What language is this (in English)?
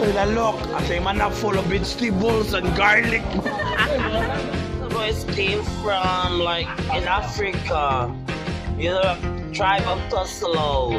Cebuano